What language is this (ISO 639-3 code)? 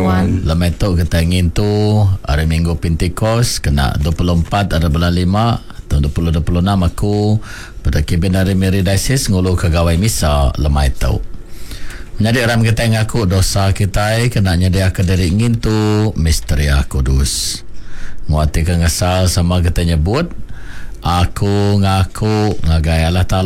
iba